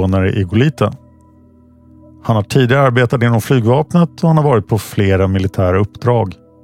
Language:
Swedish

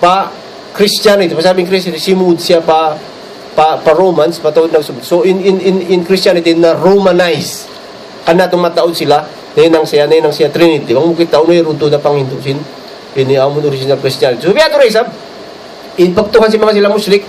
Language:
Tausug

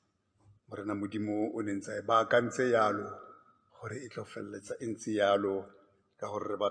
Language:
Tswana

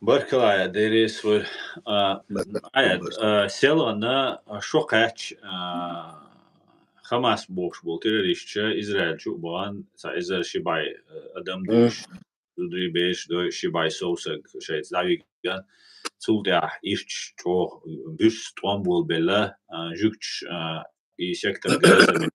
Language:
Chechen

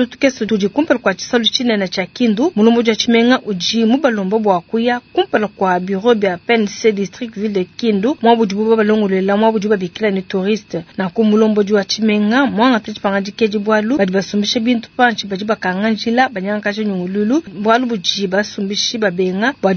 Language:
Luba-Lulua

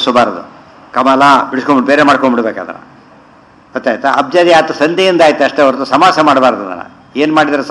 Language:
Kannada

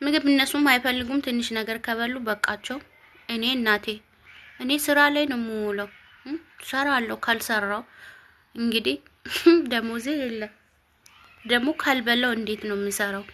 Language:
Amharic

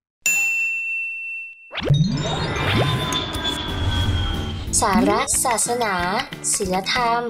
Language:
Thai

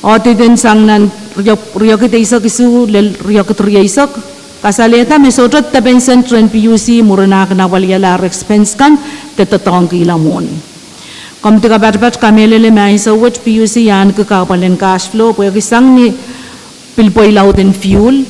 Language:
Pohnpeian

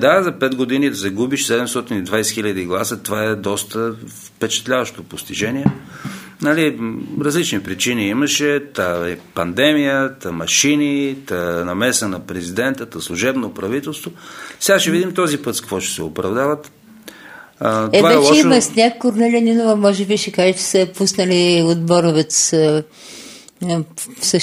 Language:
Bulgarian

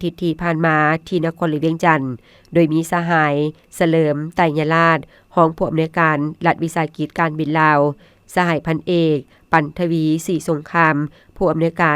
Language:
Lao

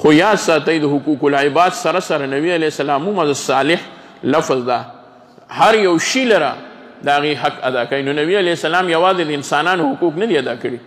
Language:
Pashto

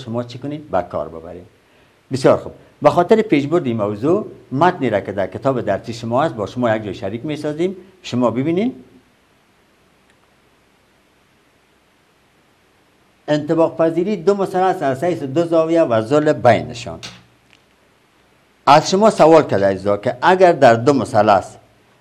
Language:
Persian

